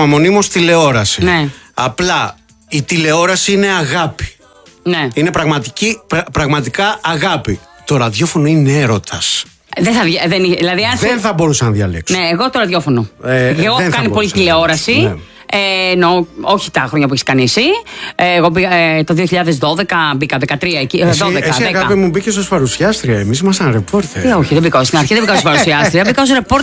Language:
Greek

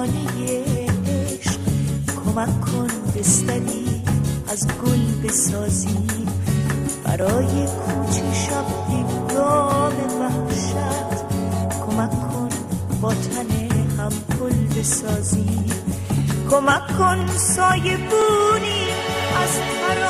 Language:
Persian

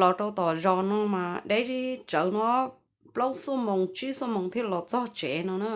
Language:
Hmong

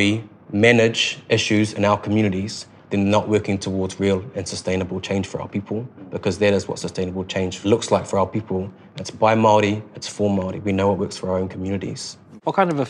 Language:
English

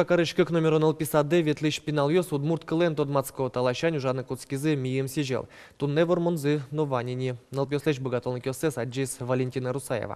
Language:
Udmurt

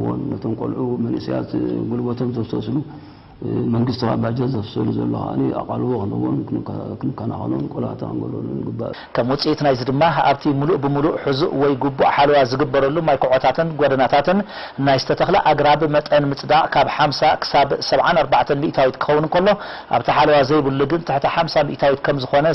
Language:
Tigrinya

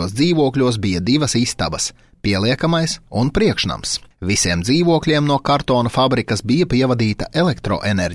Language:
Latvian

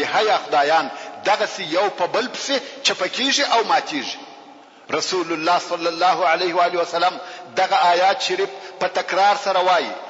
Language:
Pashto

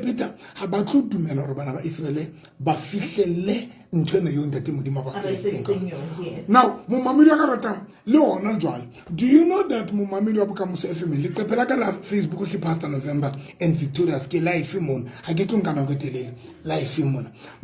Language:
Tswana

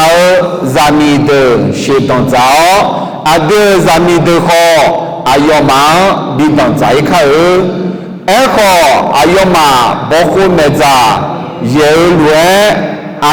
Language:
Akha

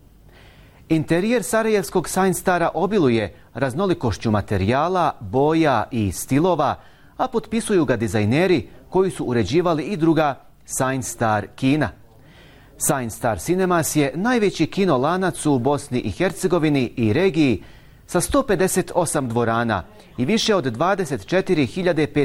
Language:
Bosnian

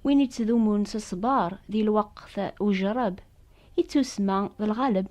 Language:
Kabyle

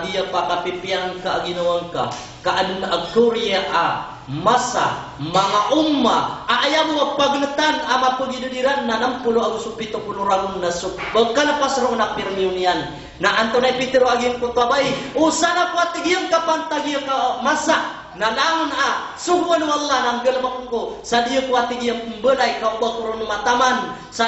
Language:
Maranao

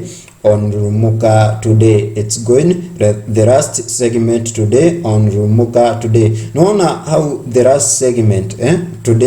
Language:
Kikuyu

